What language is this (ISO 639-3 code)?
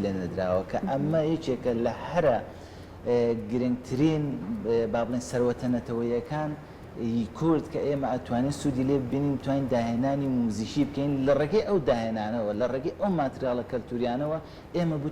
ckb